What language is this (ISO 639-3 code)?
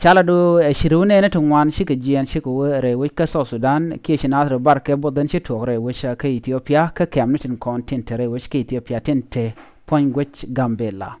nus